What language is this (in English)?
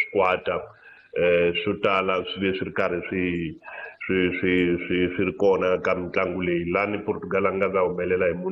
Tsonga